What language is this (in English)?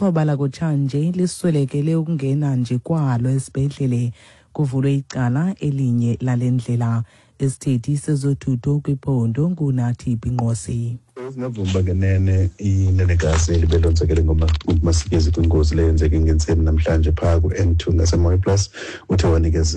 Xhosa